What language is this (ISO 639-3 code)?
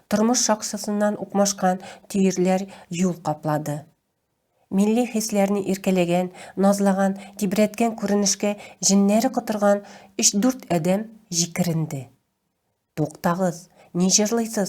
tat